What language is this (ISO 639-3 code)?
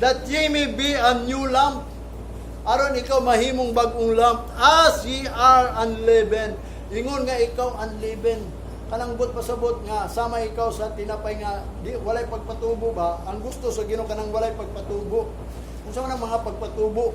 ceb